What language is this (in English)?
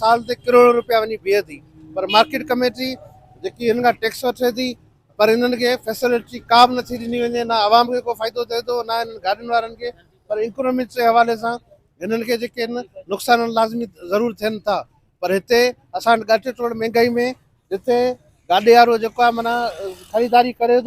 Sindhi